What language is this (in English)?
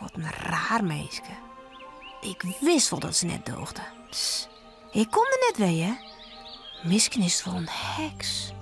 Western Frisian